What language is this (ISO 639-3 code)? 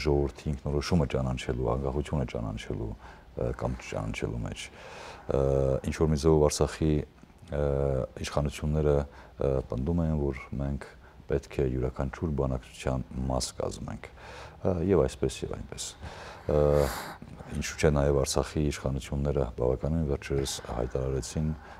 hye